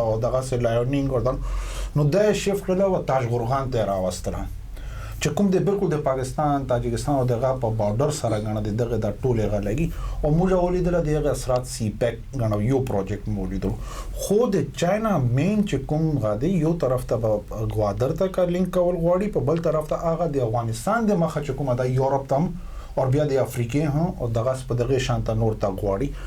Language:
Pashto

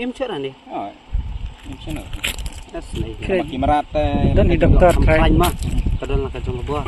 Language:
Khasi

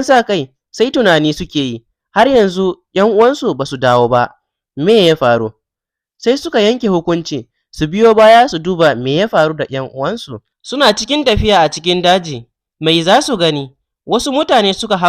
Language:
Hausa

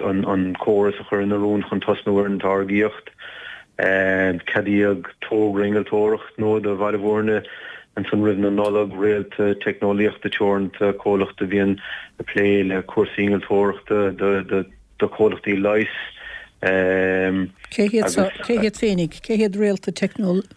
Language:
Irish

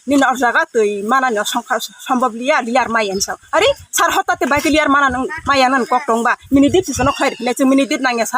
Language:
Kok Borok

